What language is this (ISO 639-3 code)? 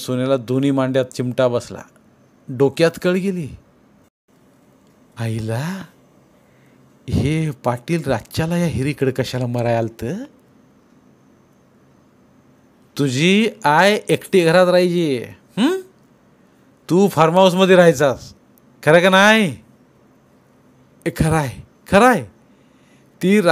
mar